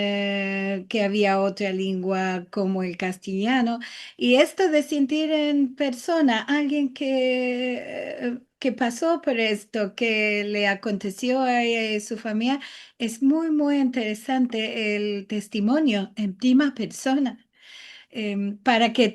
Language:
Ladino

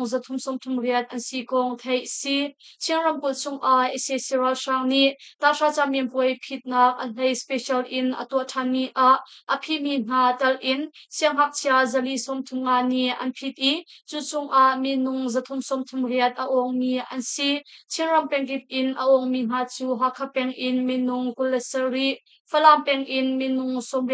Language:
Hakha Chin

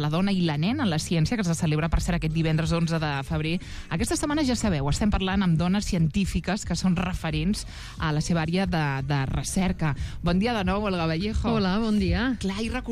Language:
Catalan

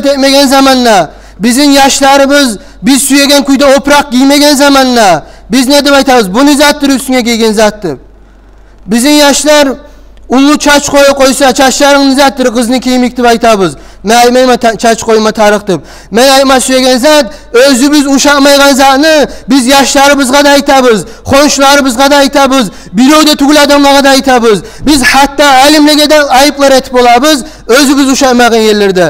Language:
Kumyk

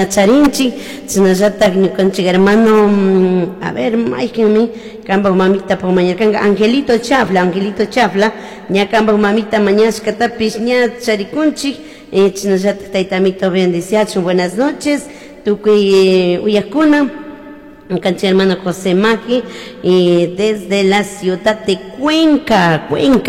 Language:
Chimborazo Highland Quichua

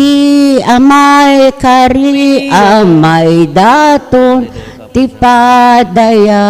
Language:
Iloko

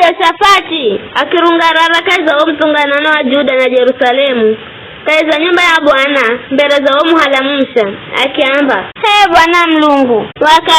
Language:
Giryama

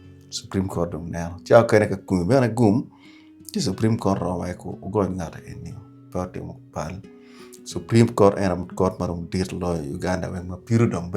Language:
Acoli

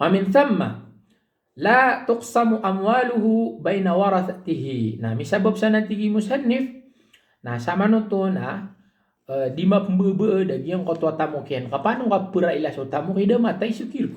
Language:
Maranao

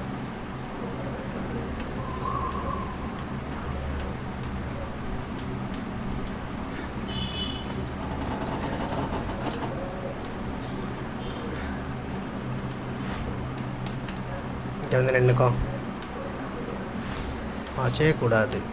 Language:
Tamil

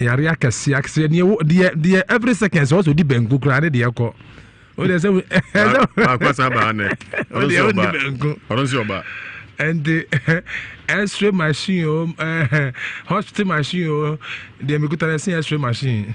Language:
Akan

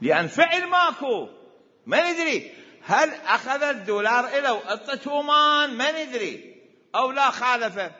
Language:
Mesopotamian Arabic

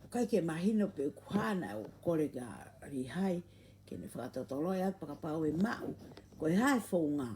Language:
Tongan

